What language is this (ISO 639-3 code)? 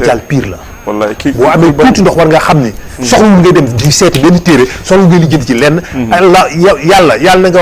wol